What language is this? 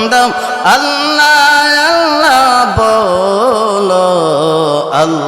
Sylheti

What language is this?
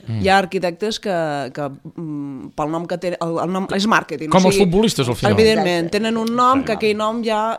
Catalan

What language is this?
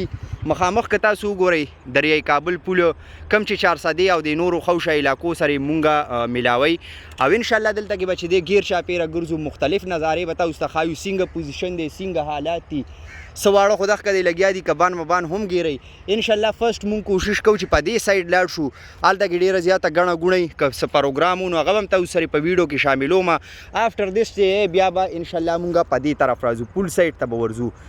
Pashto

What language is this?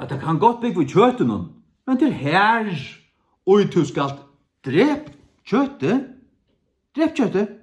Faroese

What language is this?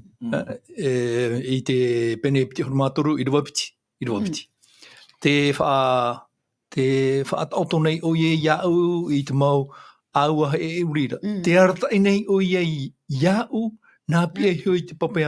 Tahitian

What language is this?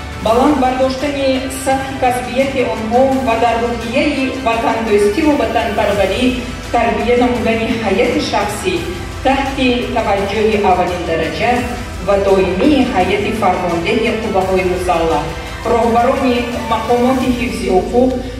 Tajik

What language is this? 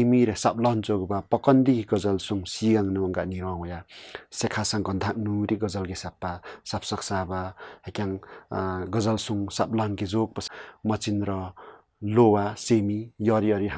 Limbu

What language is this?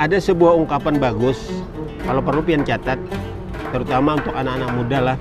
Banjar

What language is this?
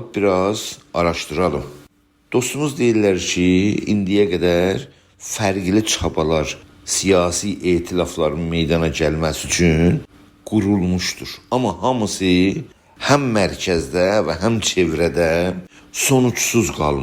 South Azerbaijani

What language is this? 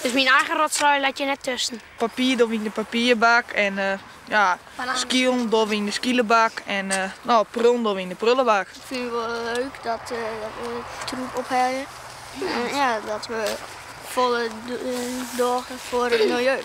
Western Frisian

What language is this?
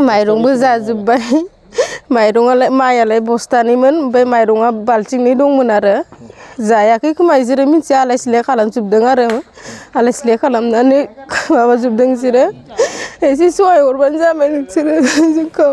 Bodo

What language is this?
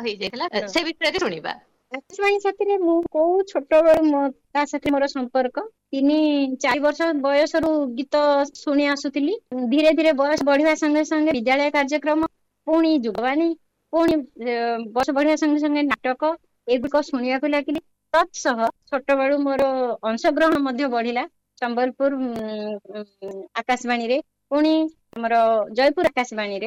Odia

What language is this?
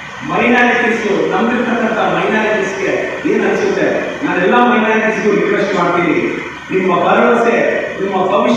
Kannada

